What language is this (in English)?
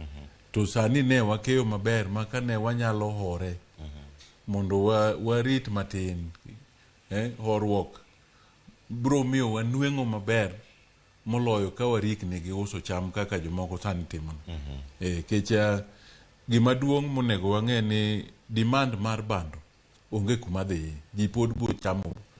Luo (Kenya and Tanzania)